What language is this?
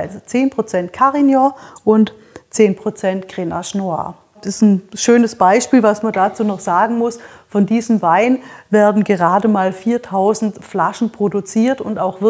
German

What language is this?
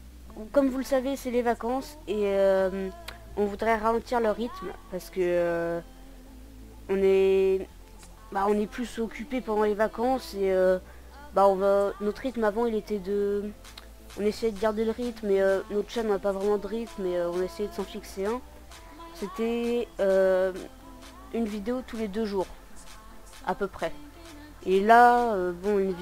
French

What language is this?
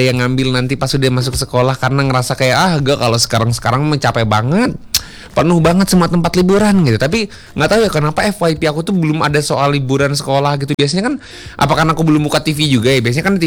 Indonesian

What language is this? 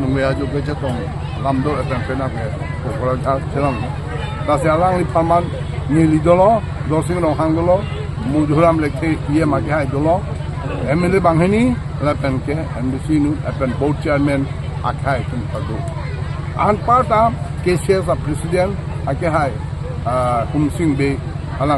Karbi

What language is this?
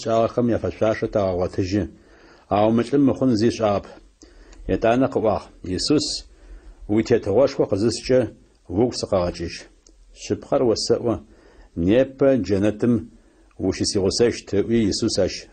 Adyghe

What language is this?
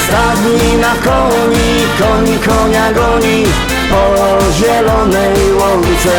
Silesian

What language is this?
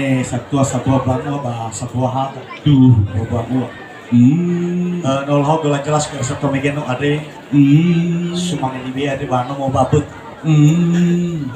Nias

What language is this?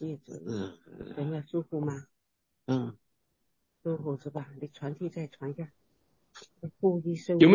Chinese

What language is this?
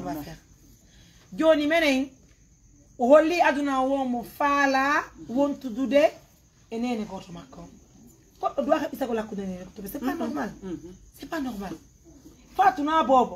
Pular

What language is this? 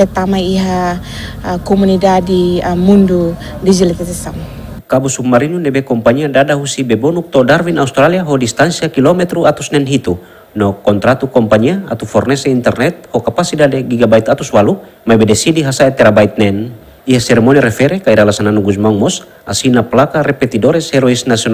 Tetum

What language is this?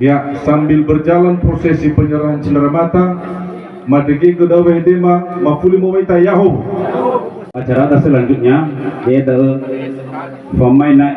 Nias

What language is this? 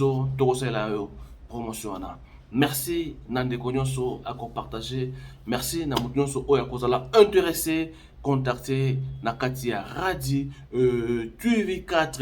Lingala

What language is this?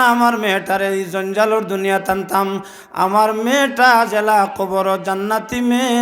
Sylheti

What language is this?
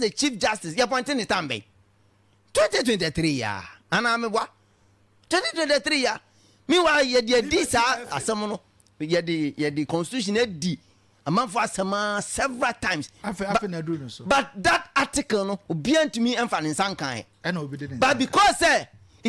Akan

